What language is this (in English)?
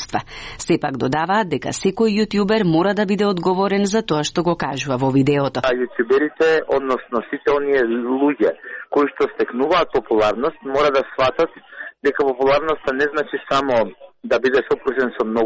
Macedonian